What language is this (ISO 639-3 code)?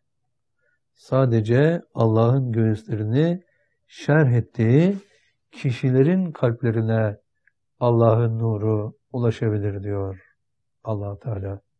tur